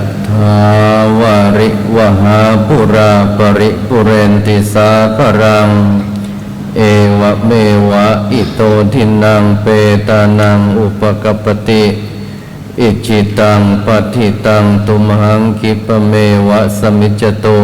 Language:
Pali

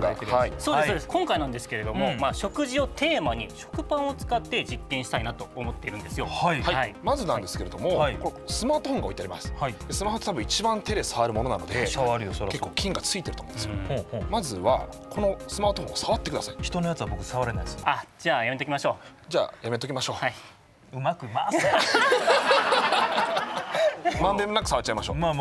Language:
Japanese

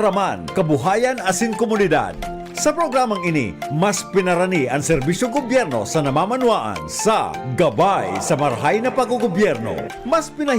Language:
Bikol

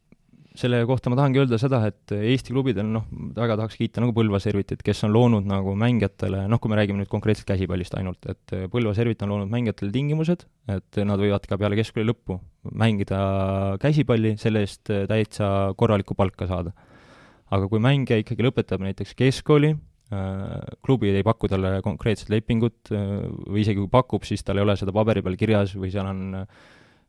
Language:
Estonian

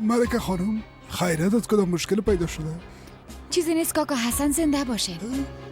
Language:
Persian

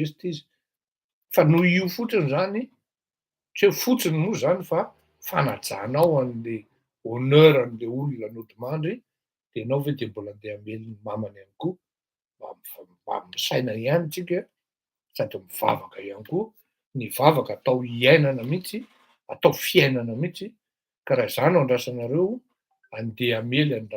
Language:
Malagasy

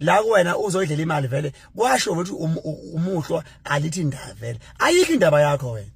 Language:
Zulu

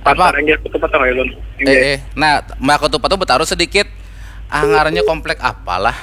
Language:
Banjar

